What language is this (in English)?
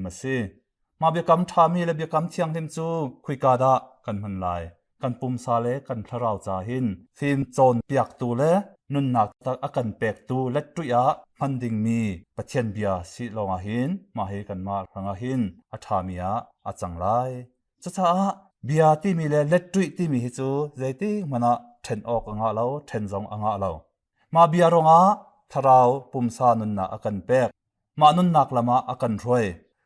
Hakha Chin